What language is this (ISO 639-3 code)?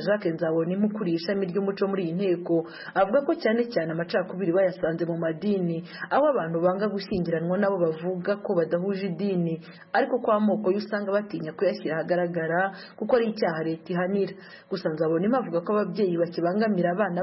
kin